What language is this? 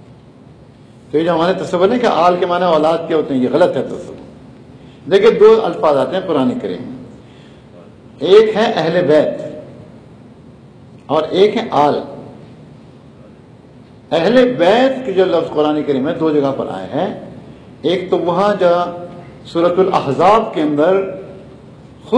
Urdu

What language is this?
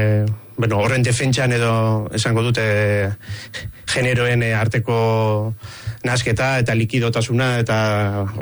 Basque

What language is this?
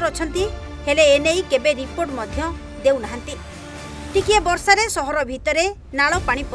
Odia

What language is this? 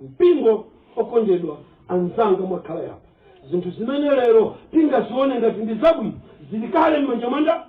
Nyanja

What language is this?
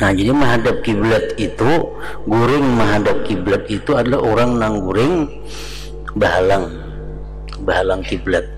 Banjar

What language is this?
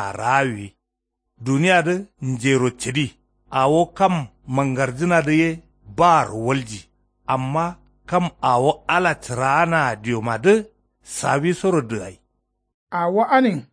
Kanuri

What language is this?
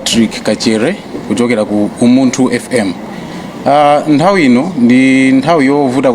Nyanja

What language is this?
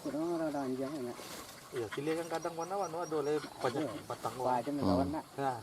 Minangkabau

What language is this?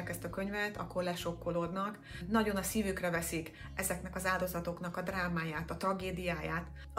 Hungarian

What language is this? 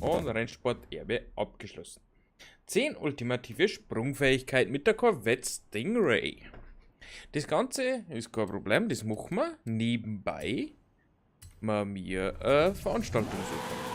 Bavarian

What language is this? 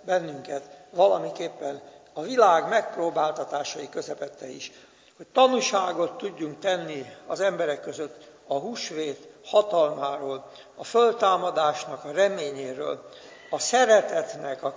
Hungarian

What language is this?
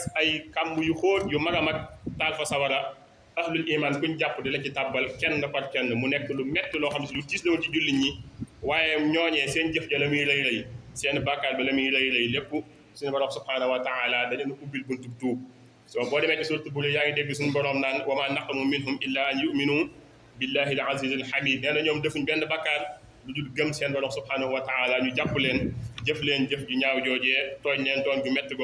Wolof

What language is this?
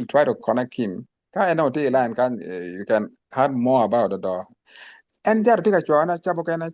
Acoli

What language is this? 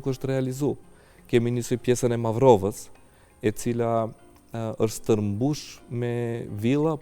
Albanian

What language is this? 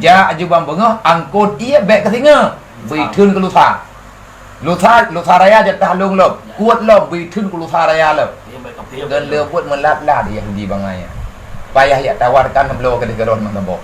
Achinese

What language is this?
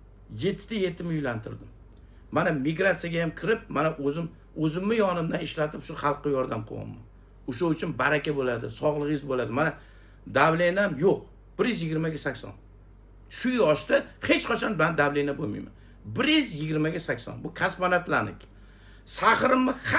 Uzbek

